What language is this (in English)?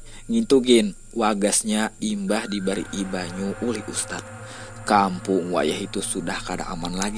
Banjar